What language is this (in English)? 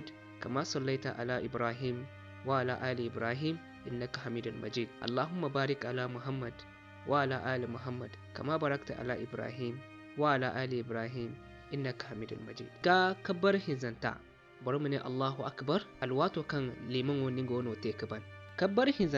Zarma